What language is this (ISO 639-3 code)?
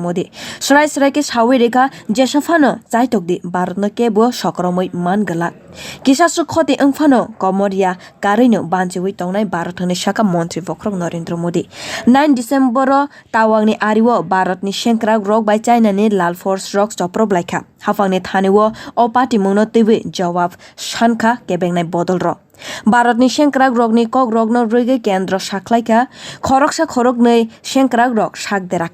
trp